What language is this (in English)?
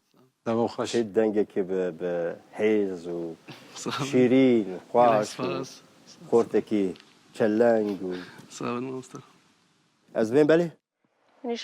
Kurdish